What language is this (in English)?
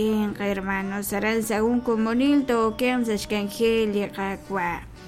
Kekchí